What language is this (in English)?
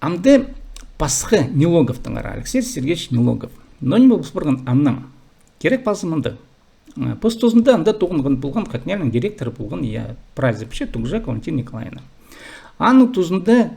Khakas